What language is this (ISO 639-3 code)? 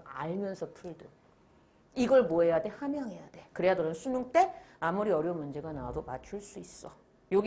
kor